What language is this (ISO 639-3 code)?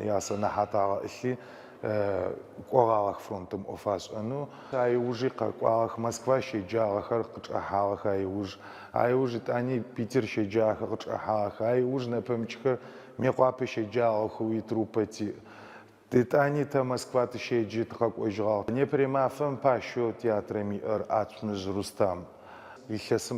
ady